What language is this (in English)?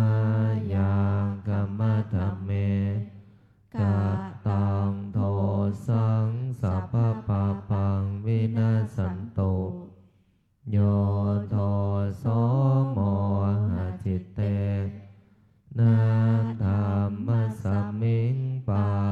Pali